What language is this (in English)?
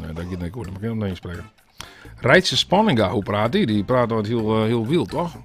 Western Frisian